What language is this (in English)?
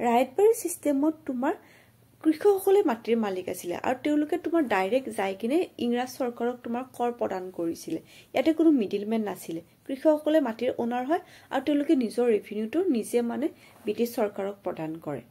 Assamese